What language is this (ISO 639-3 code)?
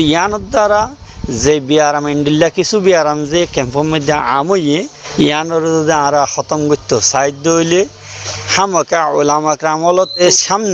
rhg